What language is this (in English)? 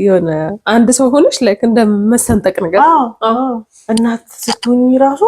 Amharic